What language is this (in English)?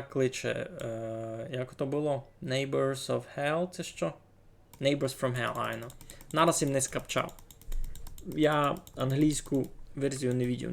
Rusyn